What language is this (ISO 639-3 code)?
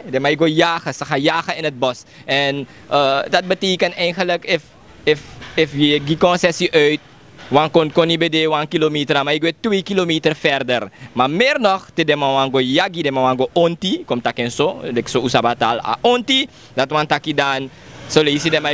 srn